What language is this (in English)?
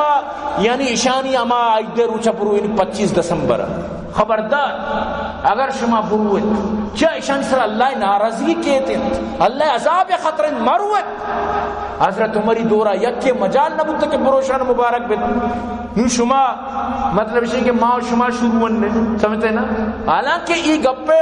Baluchi